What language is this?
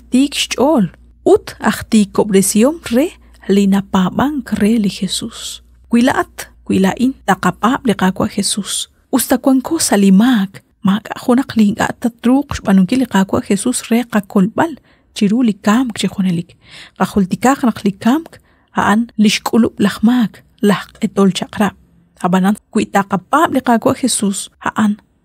Kekchí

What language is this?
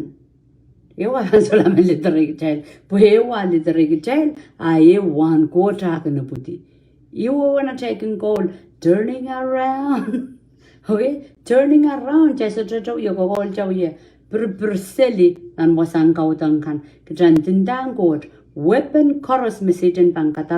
Pohnpeian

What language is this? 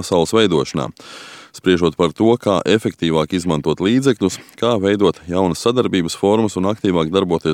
Latvian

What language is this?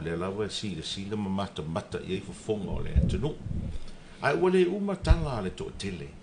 Samoan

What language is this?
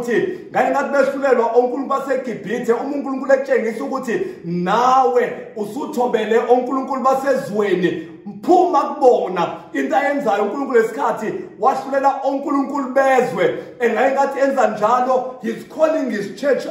Zulu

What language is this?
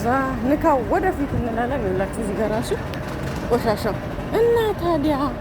Amharic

